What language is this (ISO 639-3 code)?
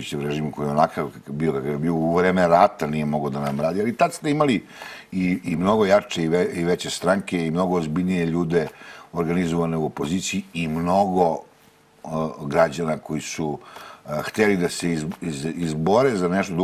srp